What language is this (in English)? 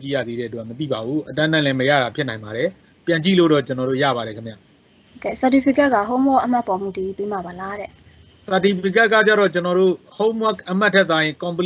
Burmese